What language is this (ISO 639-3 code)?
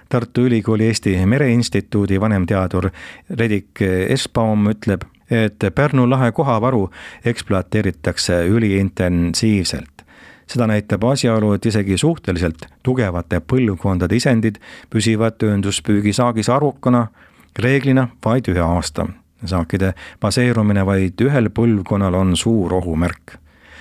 est